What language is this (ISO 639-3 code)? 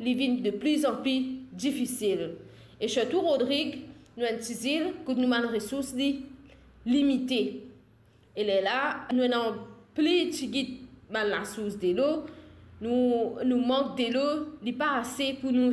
mfe